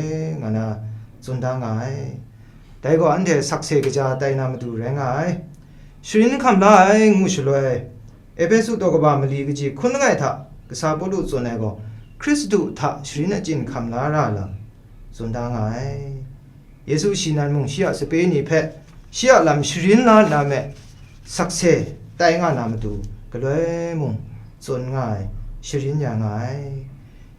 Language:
Kachin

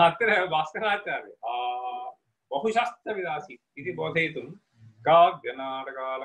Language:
Sanskrit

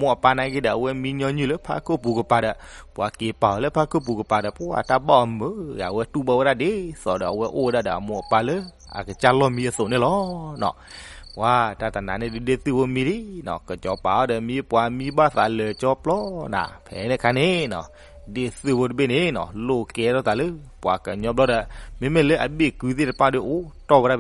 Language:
S'gaw Karen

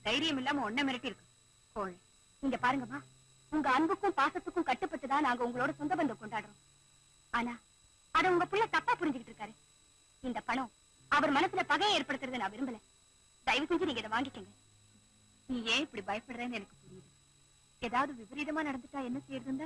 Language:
Tamil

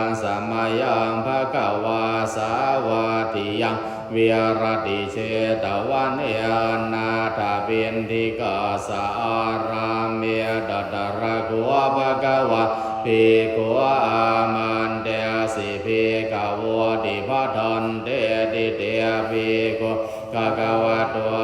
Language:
Pali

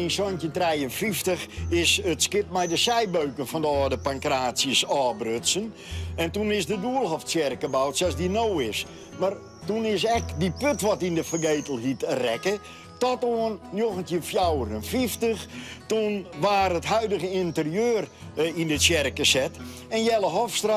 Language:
Western Frisian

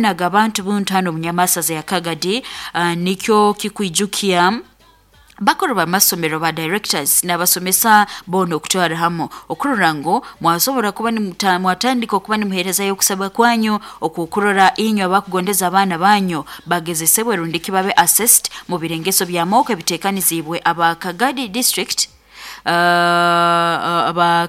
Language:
Nyoro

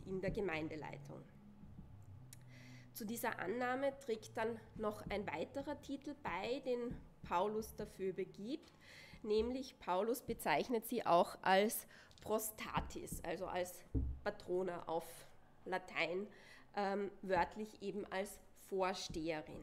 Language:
German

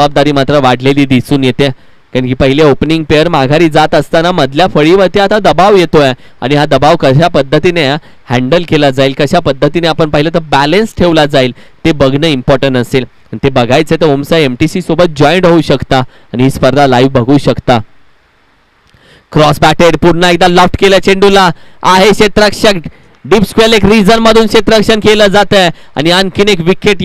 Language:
Marathi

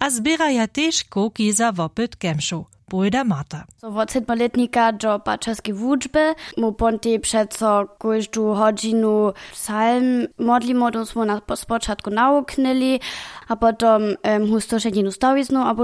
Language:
Upper Sorbian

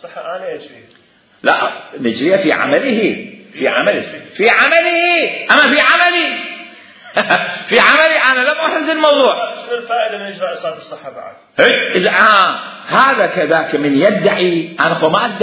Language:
Mesopotamian Arabic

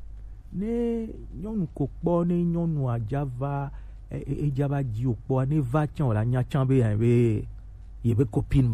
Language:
Gen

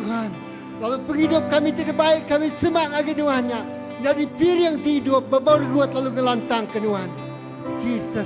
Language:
Iban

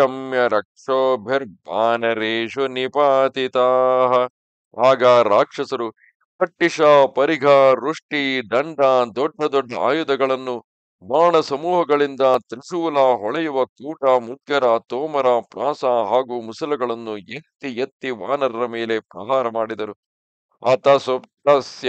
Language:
Kannada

